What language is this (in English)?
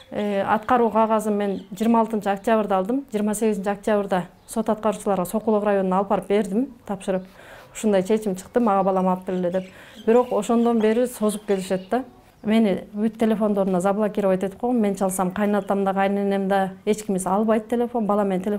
Kyrgyz